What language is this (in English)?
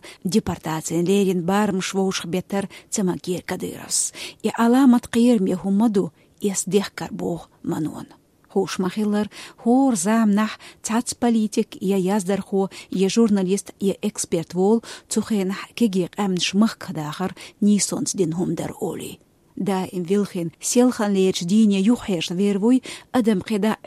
Chechen